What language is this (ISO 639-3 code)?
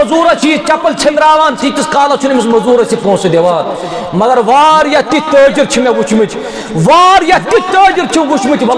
kas